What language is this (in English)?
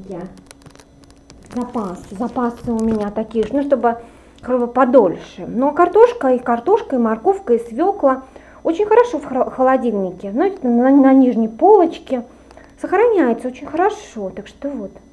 Russian